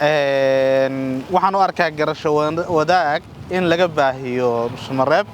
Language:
Somali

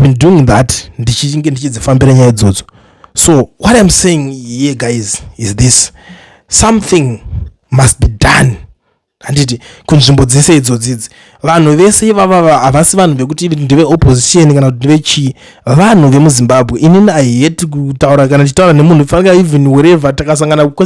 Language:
Shona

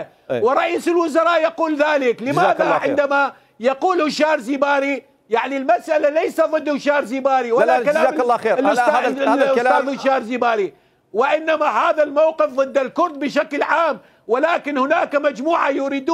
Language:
Mesopotamian Arabic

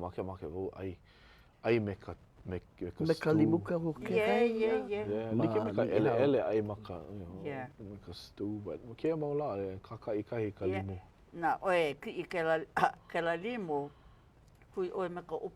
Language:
Hawaiian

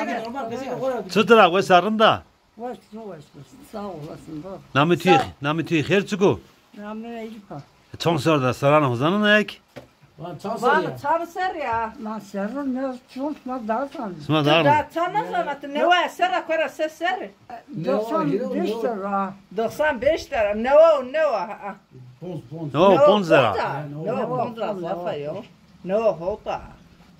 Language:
Zaza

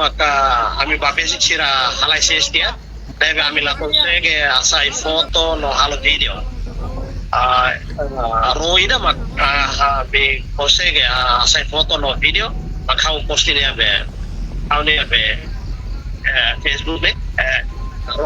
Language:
Tetum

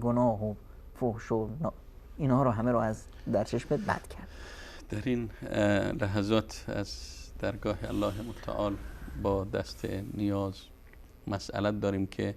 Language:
Persian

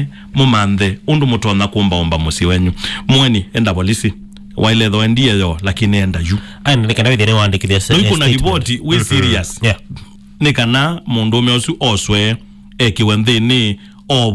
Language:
Kamba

